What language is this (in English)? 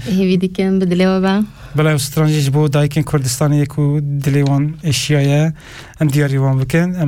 Kurdish